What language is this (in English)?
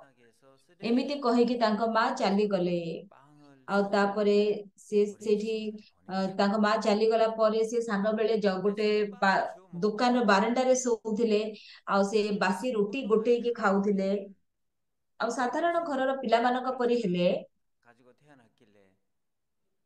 Odia